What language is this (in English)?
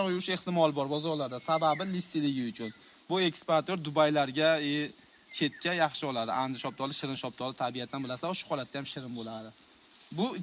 Uzbek